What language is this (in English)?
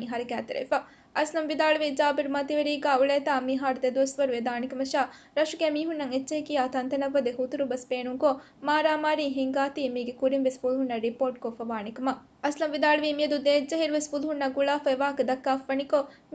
Divehi